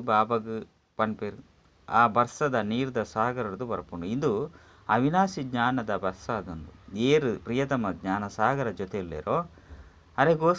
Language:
Tulu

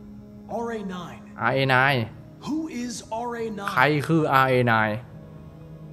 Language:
Thai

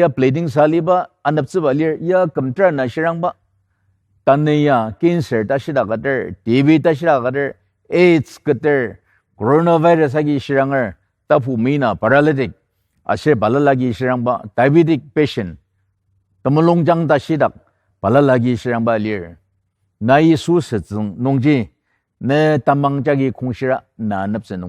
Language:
Ao Naga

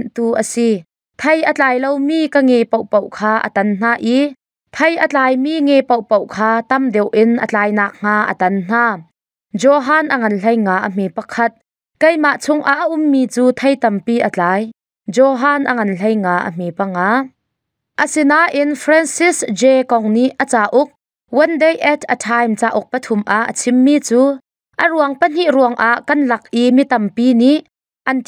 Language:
Hakha Chin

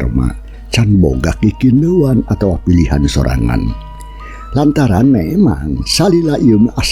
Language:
Sundanese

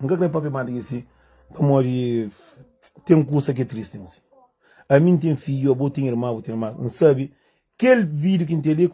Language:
Kabuverdianu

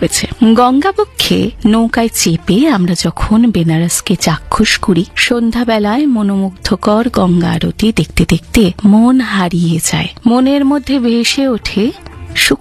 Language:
Bangla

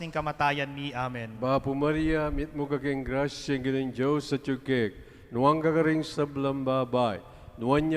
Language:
Pampanga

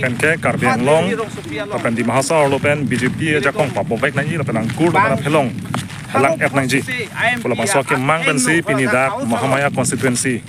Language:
Karbi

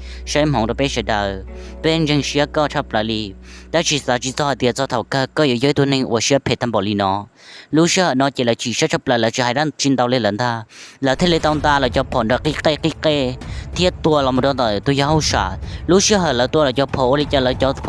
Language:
Hmong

